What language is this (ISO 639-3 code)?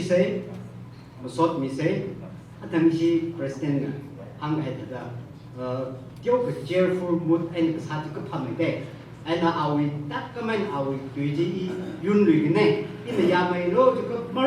nmf